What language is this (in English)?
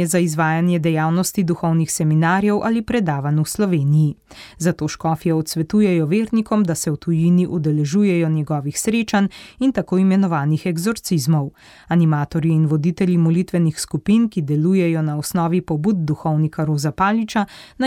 Slovenian